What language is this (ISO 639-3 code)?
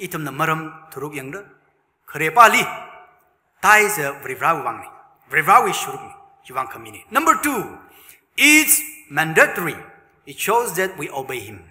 nmf